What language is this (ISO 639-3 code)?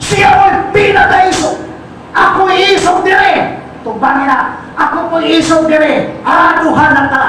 ceb